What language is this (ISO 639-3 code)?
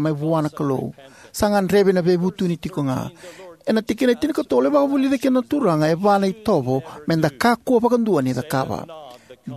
fij